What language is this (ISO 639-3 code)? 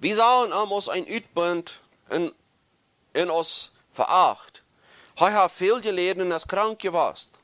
pdt